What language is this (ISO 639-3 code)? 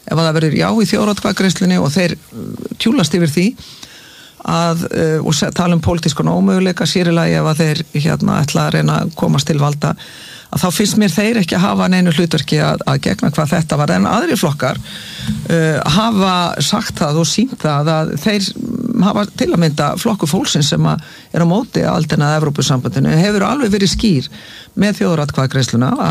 isl